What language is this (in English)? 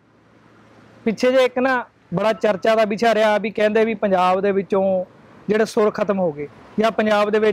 Punjabi